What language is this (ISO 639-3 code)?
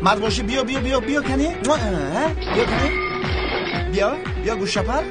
tgk